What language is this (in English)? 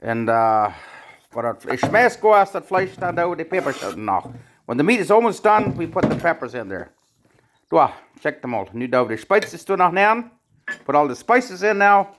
Plautdietsch